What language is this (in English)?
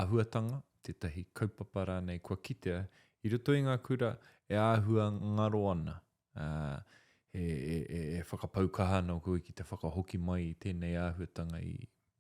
Māori